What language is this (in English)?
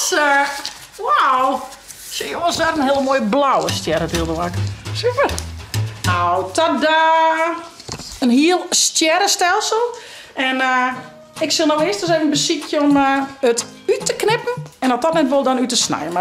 Western Frisian